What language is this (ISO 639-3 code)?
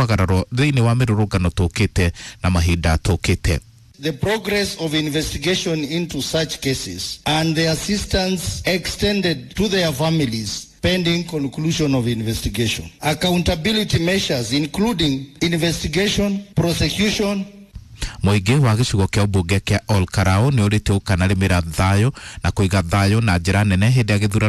kik